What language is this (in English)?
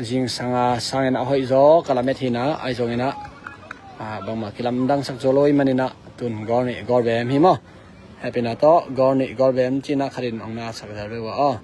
Tedim Chin